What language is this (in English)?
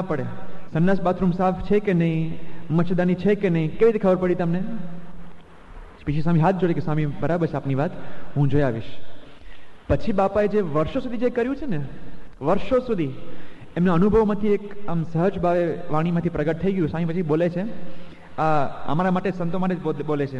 Gujarati